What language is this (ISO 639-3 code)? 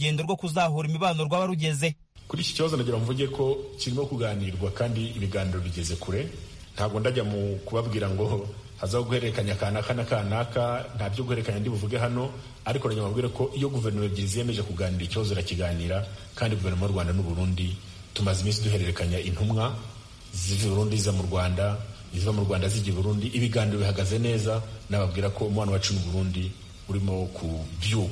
kin